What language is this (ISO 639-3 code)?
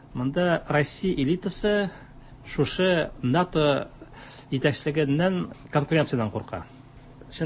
tat